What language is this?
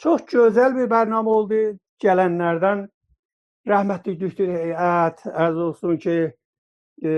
South Azerbaijani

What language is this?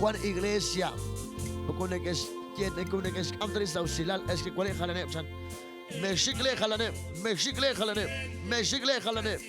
Kekchí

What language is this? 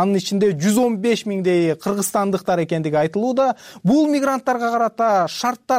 Kyrgyz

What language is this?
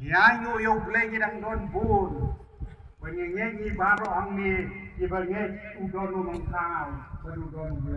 Khasi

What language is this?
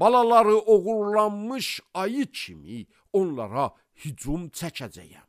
Azerbaijani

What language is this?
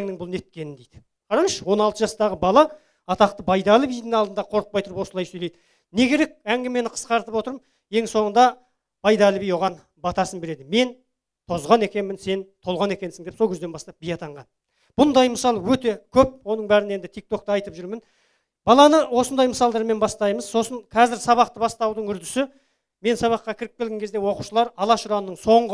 Kazakh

